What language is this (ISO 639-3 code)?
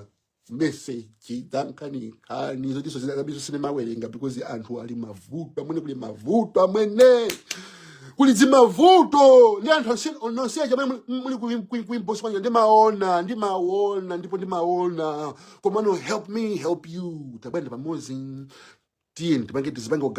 nya